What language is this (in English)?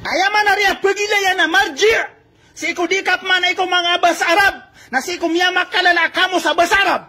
Maranao